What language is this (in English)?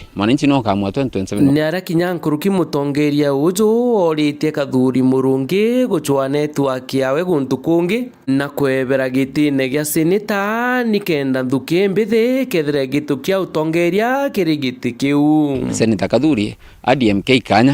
Meru